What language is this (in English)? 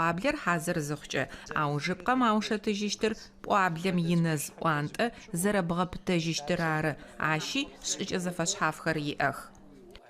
Adyghe